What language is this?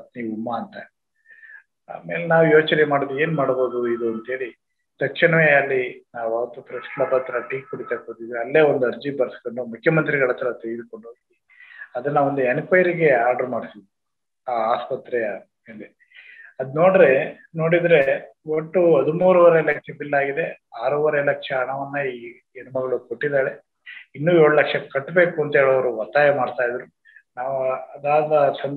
Kannada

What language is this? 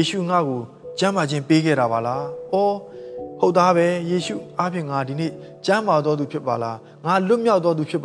Burmese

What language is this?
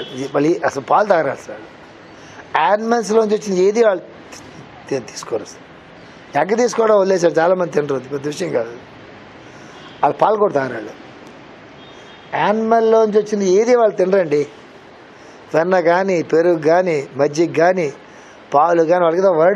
Telugu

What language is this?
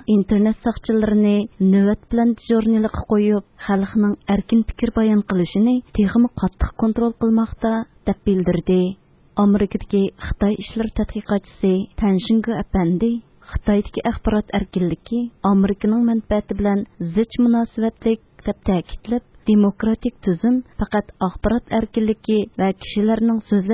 Uyghur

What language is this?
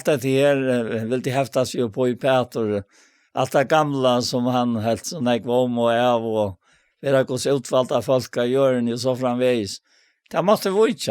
Faroese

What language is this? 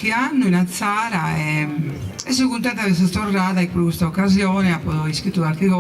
Sardinian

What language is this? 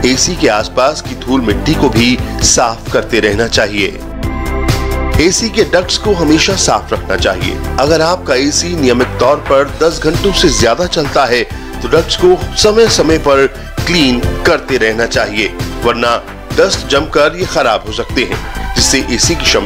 Hindi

